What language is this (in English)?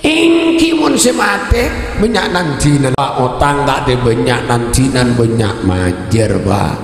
Madurese